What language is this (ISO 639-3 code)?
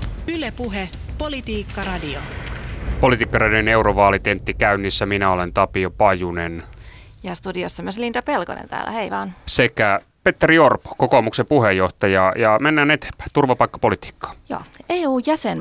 fin